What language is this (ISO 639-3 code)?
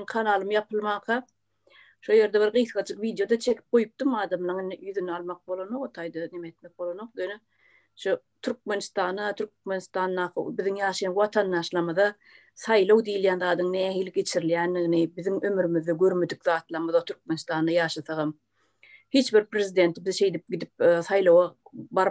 tuk